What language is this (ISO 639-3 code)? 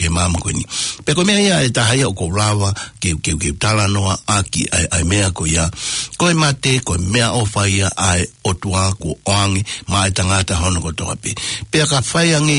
ton